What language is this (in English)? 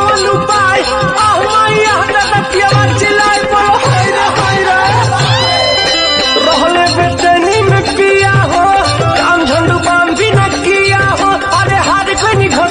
Bhojpuri